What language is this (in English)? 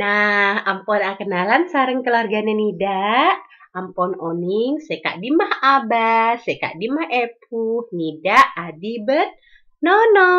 Madurese